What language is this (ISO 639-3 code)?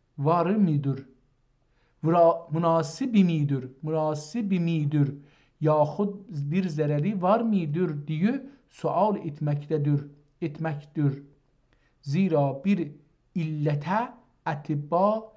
azb